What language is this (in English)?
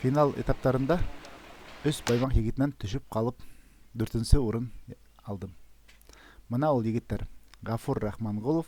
Bashkir